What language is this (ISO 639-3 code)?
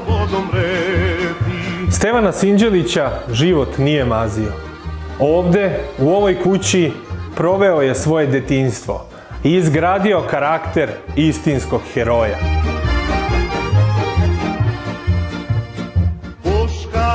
srp